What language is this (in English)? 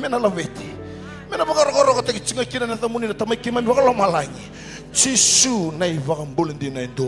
Fijian